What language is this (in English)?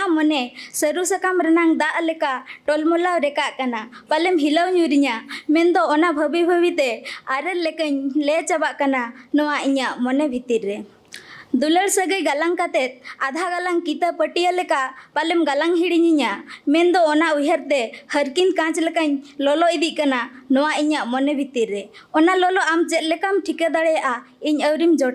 Santali